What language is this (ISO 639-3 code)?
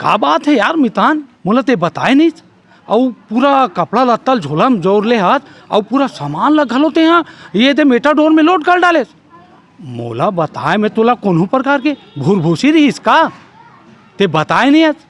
hne